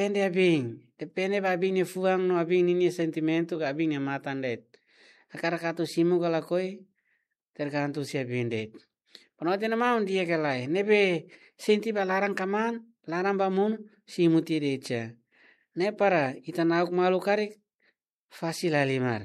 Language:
Tetum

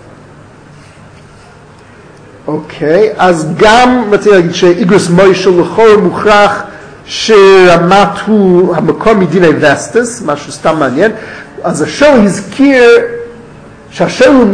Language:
Hebrew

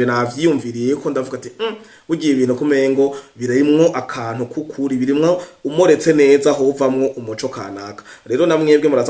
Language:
Rundi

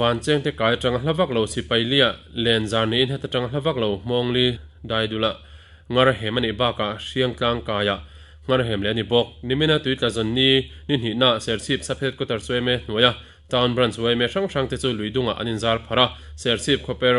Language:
Mizo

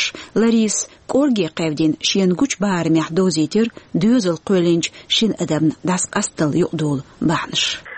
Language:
Chechen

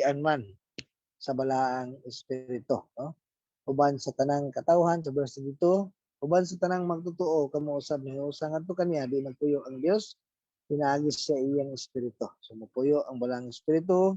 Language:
Cebuano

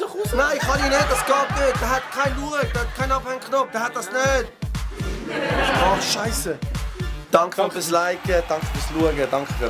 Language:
Swiss German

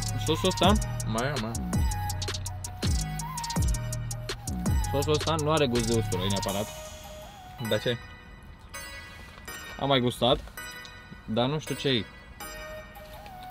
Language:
Romanian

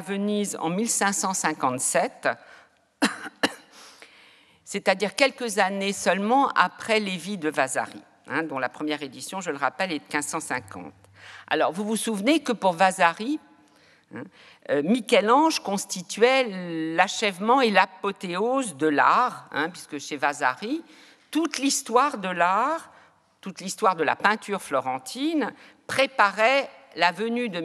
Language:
French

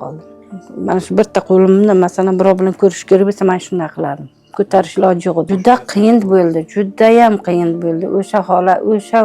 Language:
Uzbek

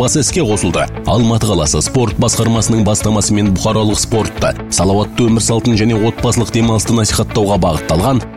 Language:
Kazakh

